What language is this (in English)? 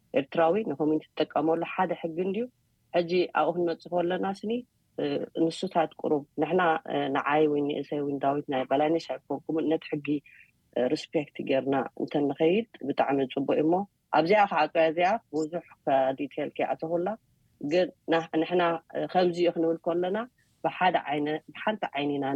Tigrinya